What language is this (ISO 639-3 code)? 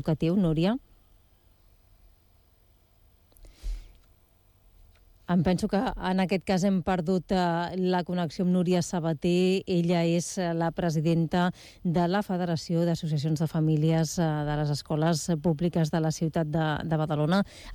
cat